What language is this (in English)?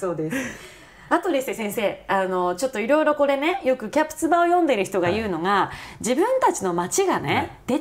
Japanese